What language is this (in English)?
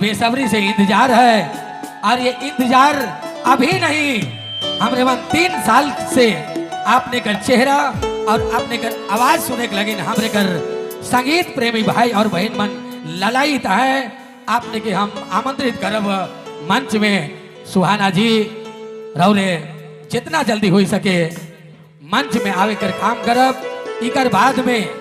Sadri